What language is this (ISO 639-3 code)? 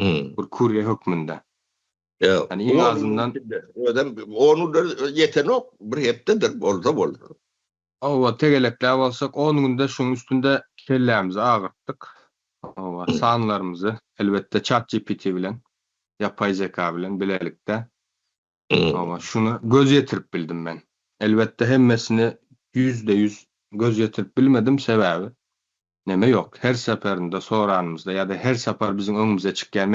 tuk